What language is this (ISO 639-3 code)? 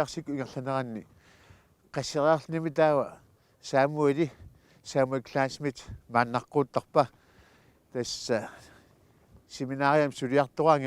kal